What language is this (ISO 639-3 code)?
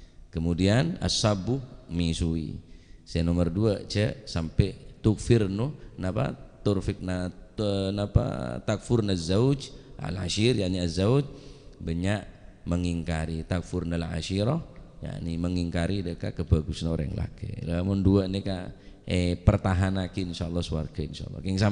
mad